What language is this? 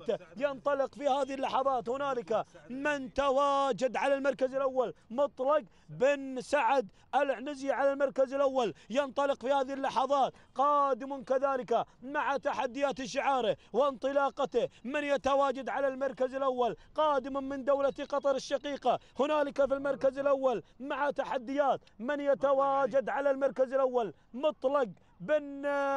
Arabic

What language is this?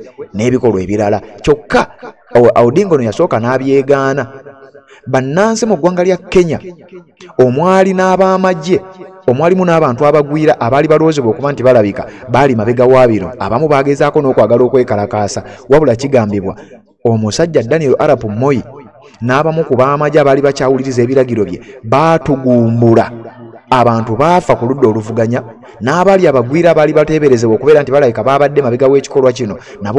Ganda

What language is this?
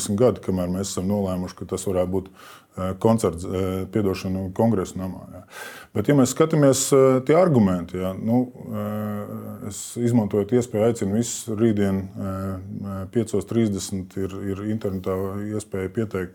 Latvian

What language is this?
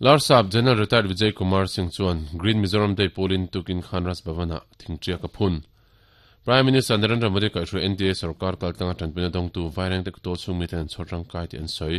Mizo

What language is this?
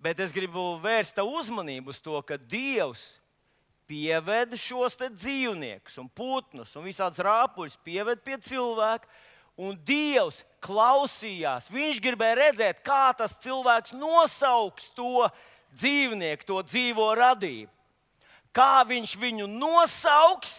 Latvian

